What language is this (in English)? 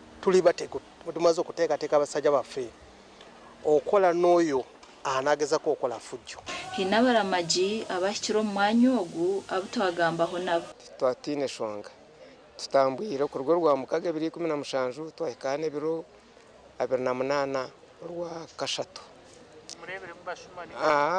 Nyankole